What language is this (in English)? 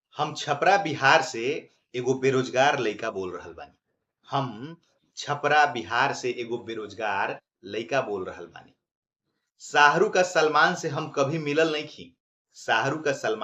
Bhojpuri